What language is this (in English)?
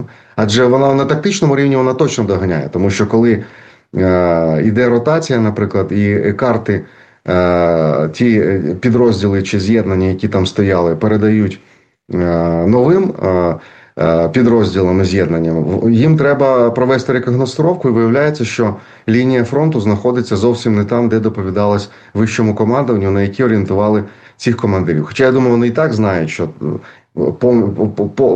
Ukrainian